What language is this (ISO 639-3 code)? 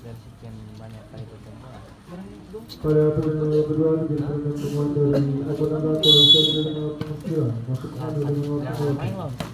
abs